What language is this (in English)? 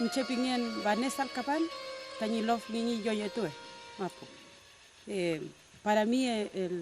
Mapuche